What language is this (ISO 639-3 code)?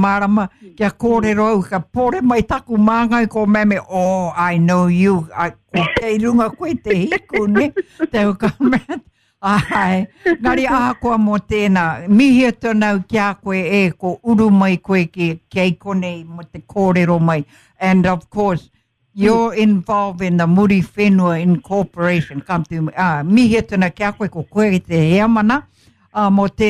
mri